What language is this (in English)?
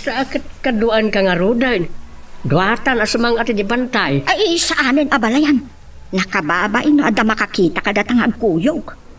Iloko